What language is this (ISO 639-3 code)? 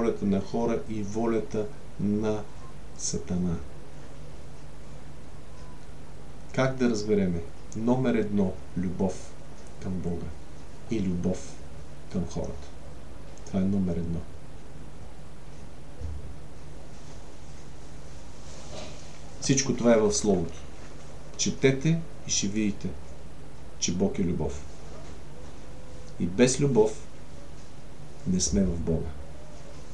bul